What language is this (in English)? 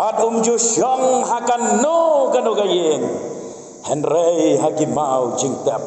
Khasi